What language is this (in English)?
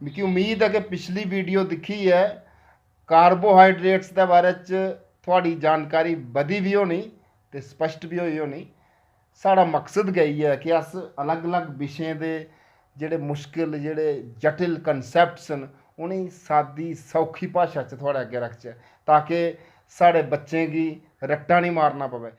Dogri